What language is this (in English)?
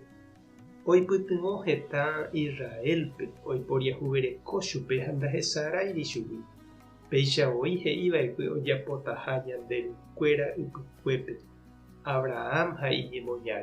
Guarani